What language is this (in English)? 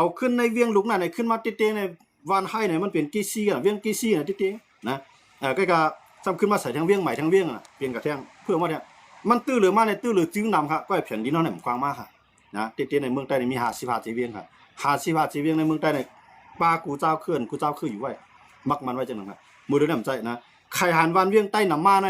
Shan